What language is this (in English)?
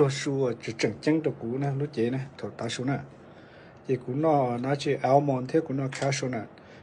Hmong